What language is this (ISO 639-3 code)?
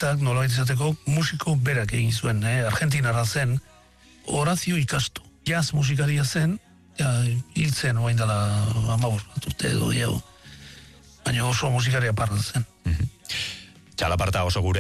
eus